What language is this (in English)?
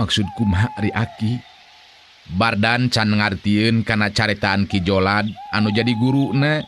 Sundanese